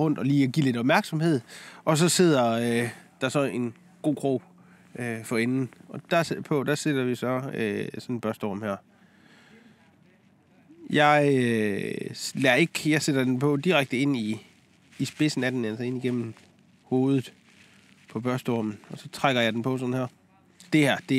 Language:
Danish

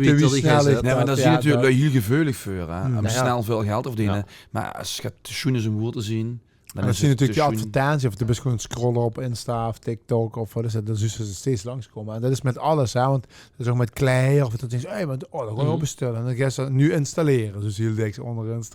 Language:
Limburgish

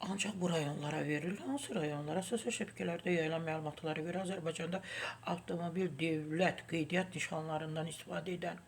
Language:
Azerbaijani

